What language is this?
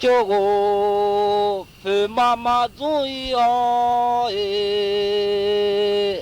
Akha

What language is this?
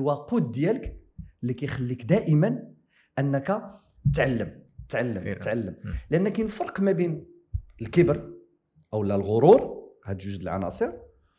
Moroccan Arabic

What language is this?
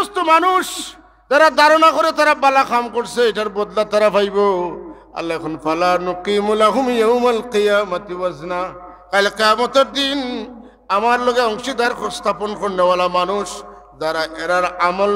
Sylheti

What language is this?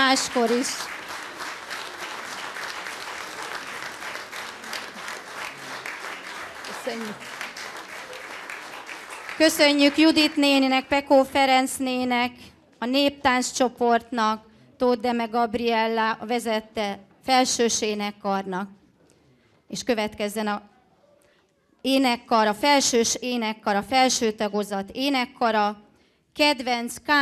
Hungarian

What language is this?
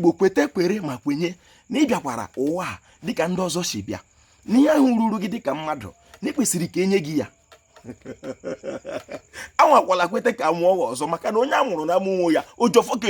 Igbo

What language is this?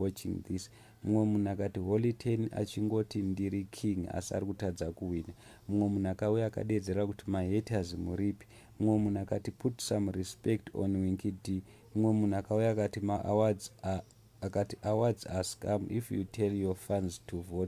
Shona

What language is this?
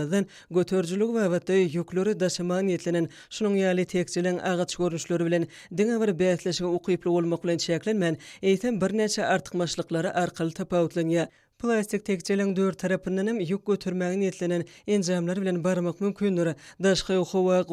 Turkmen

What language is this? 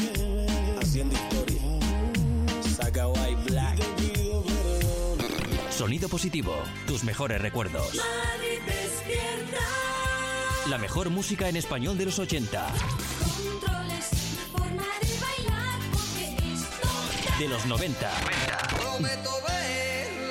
Spanish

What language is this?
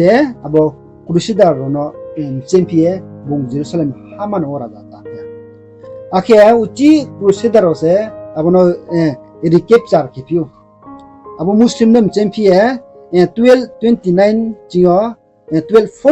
Riang (India)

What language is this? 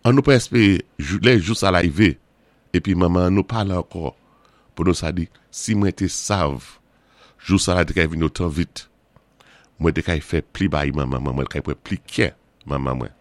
Saint Lucian Creole French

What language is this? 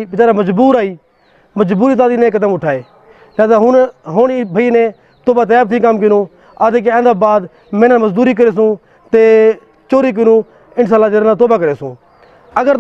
Saraiki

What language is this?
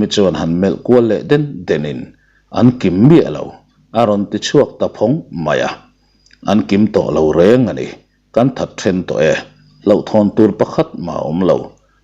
Mizo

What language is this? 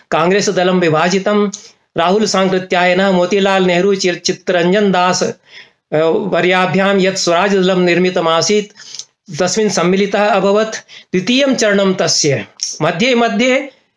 Sanskrit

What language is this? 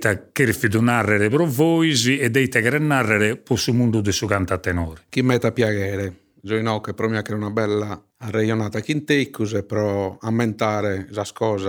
Sardinian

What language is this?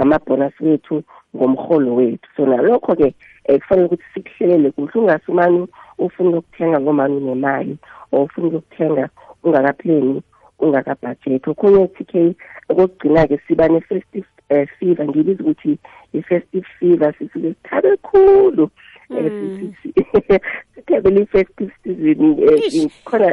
South Ndebele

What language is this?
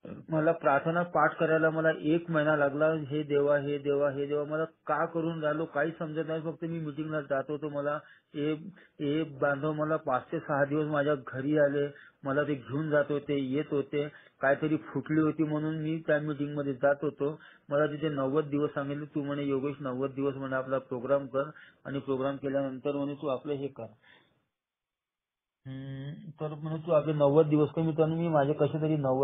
Marathi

